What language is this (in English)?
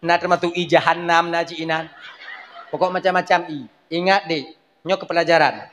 Achinese